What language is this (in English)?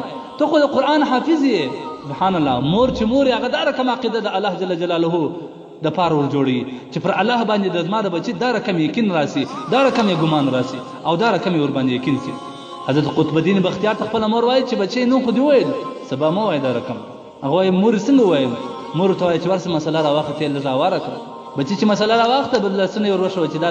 Pashto